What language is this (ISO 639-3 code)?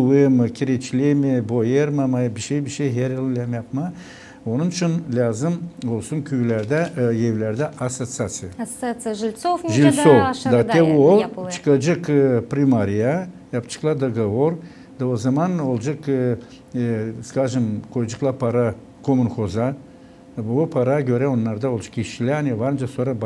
gag